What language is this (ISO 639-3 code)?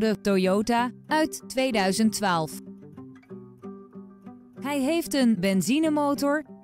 nld